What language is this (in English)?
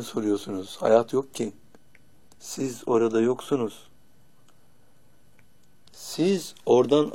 Turkish